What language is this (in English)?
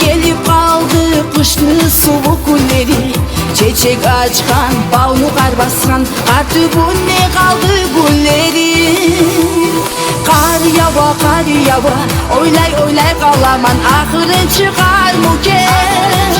Kumyk